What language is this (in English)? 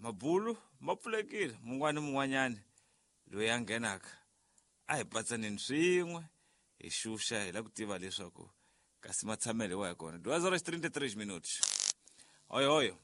Tsonga